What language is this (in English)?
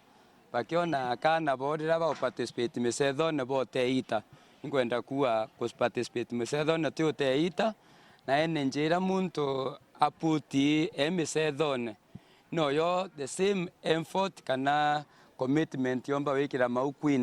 Meru